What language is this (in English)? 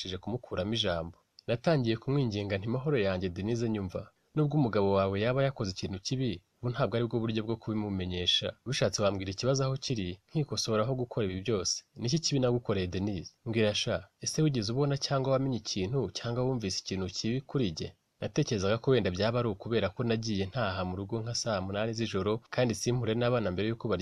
Kinyarwanda